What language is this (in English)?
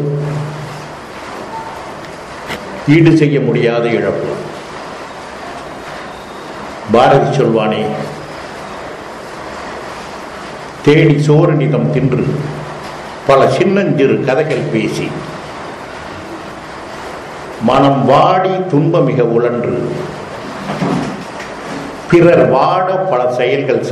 Tamil